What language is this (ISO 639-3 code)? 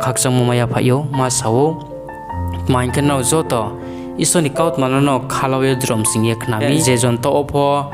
ria